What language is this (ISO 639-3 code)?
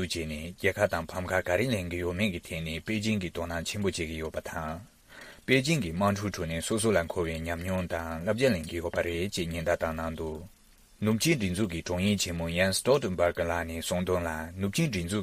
bod